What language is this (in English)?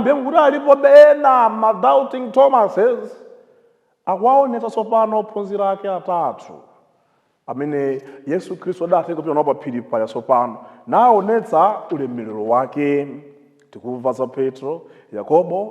Nyanja